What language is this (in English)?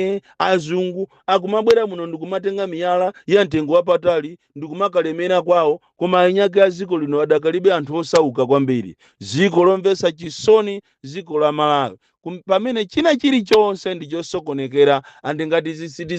Nyanja